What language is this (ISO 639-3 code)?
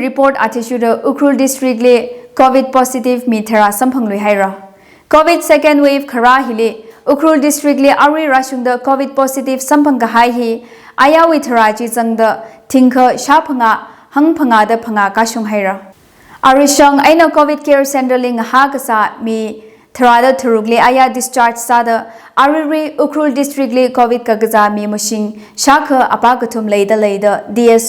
nmf